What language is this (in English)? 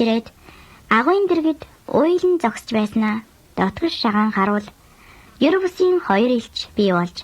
Mongolian